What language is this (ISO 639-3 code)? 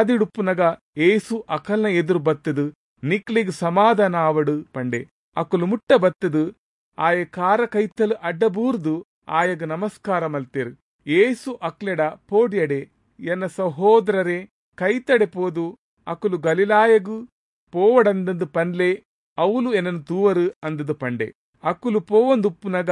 tcy